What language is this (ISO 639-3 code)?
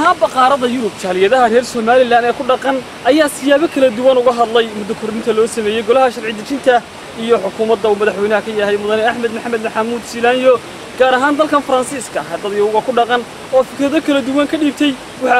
som